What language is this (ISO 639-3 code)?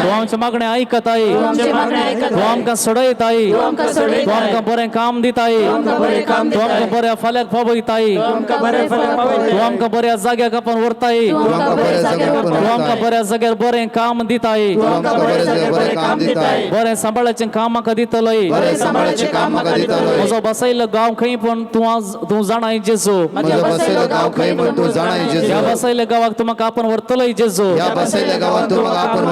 kok